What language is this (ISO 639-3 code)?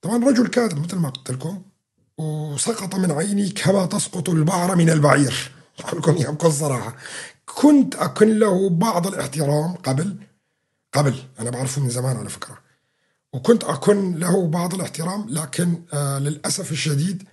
apc